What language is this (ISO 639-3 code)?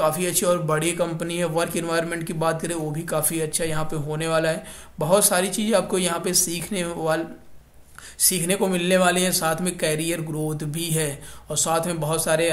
hin